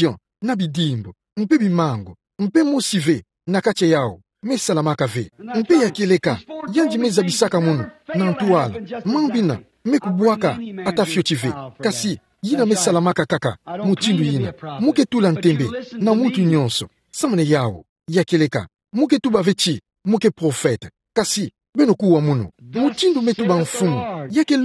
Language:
Kituba (Democratic Republic of Congo)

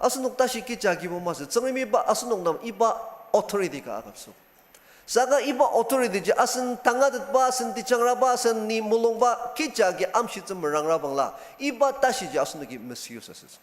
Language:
Ao Naga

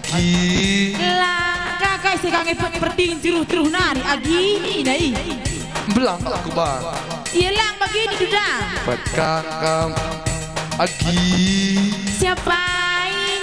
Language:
Batak Karo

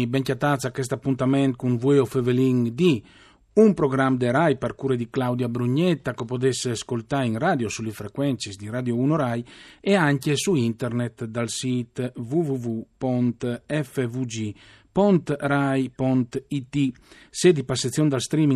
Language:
Friulian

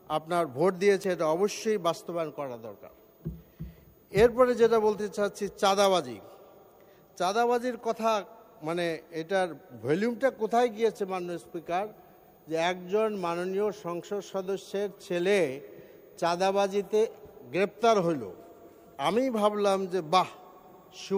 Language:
Bangla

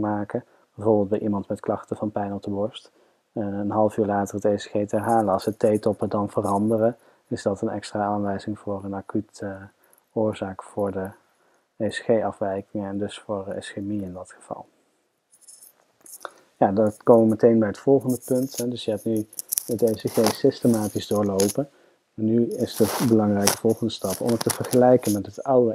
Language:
Dutch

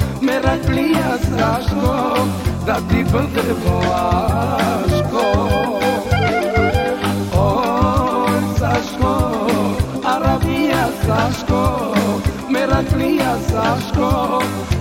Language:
Bulgarian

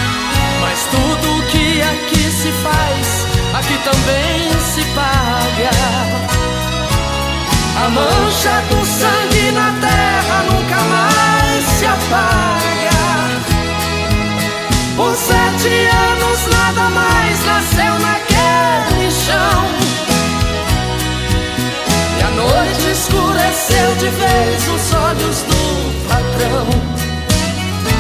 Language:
Portuguese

